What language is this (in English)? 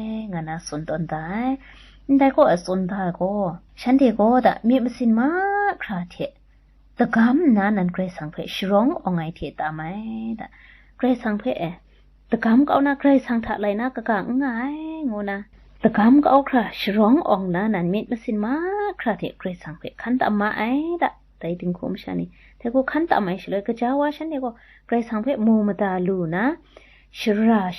Kachin